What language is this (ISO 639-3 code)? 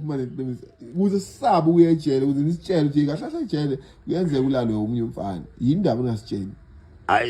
zul